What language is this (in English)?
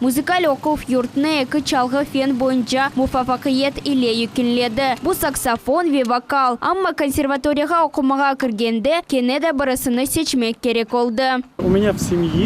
Crimean Tatar